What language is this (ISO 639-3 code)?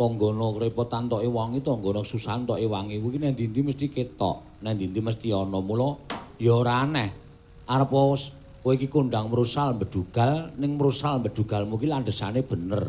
jav